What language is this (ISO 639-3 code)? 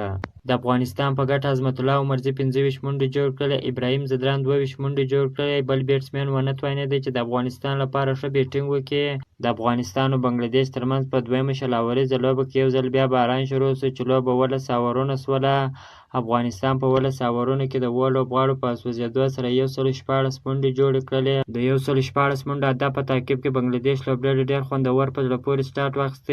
pus